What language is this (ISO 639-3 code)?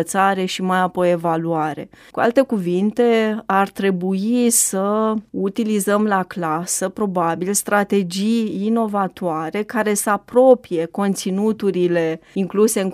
ron